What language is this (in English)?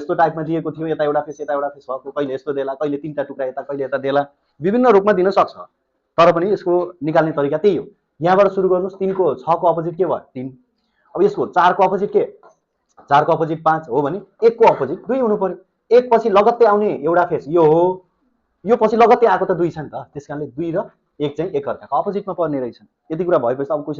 Nepali